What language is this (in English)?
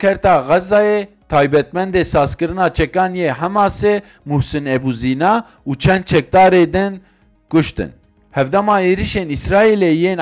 Kurdish